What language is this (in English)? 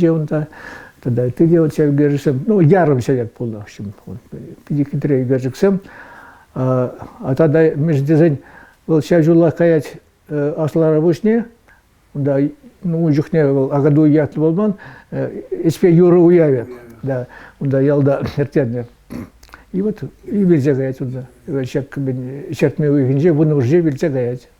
Chuvash